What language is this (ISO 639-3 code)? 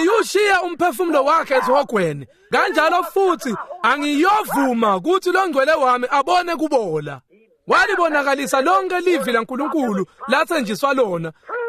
ssw